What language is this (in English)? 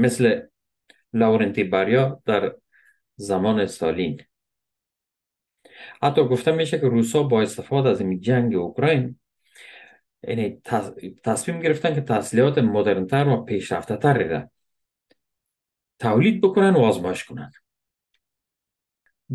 Persian